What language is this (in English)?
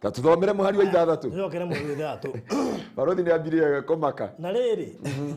Kikuyu